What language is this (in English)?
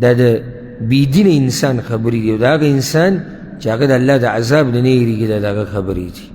Pashto